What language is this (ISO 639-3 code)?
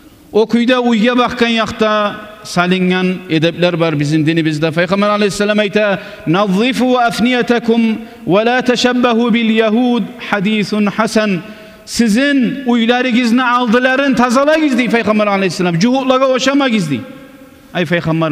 kum